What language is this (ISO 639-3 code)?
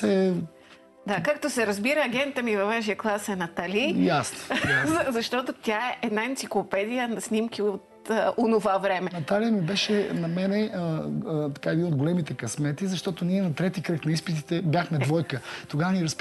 bul